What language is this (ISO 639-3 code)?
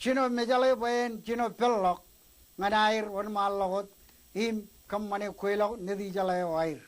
mah